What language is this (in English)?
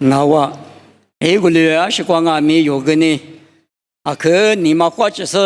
Lisu